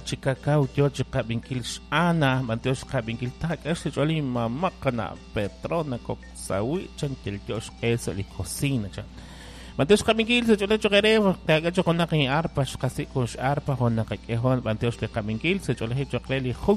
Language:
Kekchí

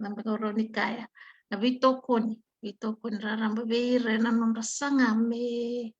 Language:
Fijian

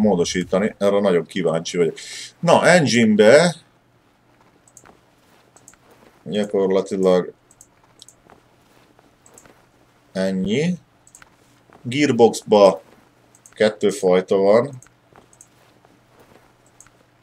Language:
Hungarian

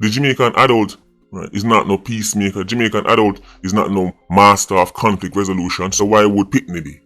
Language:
Jamaican Creole English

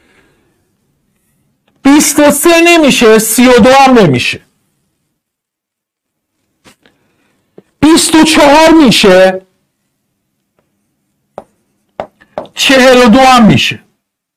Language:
Persian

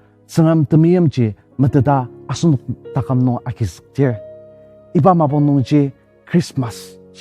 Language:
Ao Naga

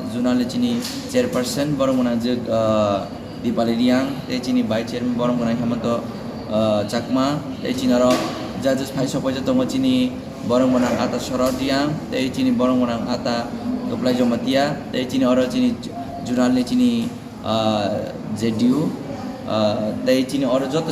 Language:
Riang (India)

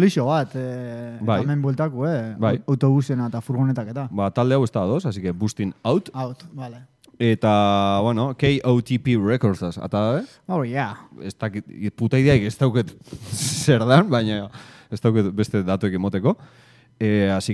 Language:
Basque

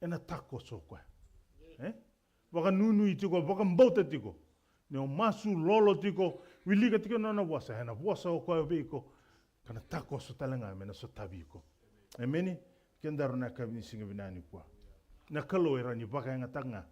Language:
Fijian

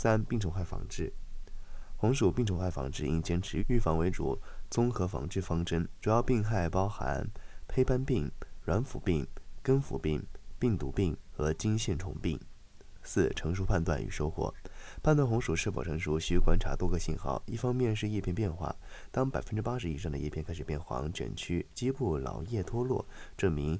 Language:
Chinese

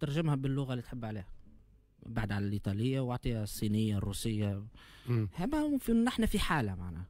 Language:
Tunisian Arabic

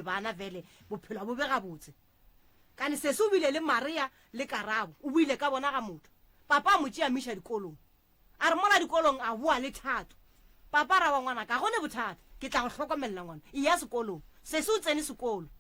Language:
Northern Sotho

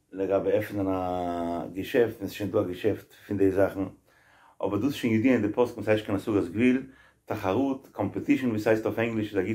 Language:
Yiddish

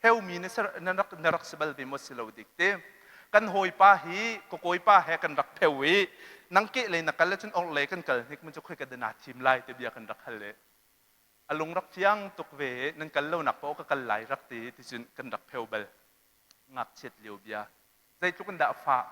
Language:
Hakha Chin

